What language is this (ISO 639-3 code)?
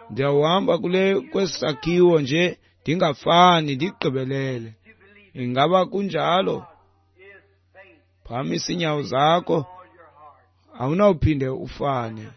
xho